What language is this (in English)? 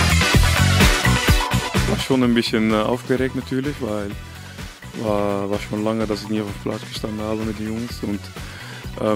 German